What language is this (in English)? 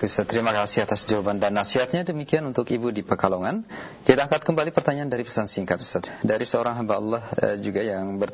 Indonesian